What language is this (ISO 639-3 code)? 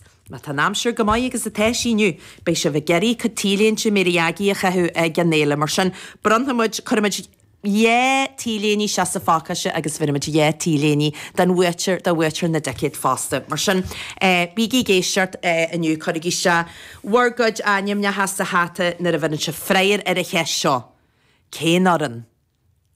gle